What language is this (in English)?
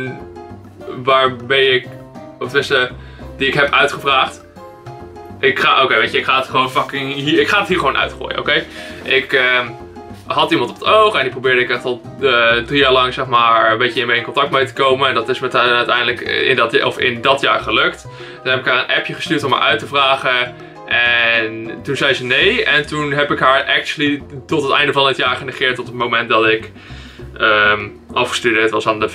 Dutch